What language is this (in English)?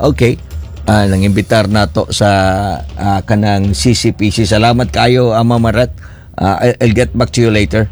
Cebuano